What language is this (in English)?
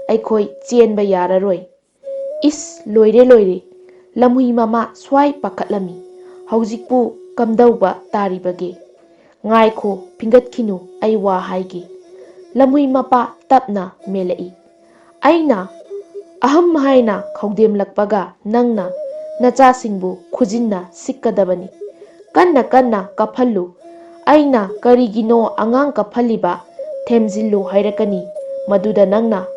Manipuri